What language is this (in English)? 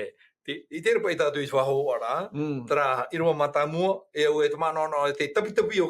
Tahitian